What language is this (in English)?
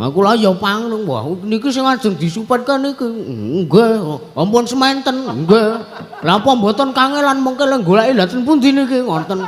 Javanese